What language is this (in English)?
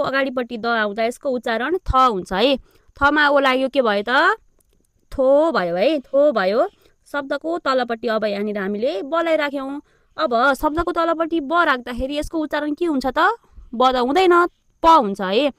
Nepali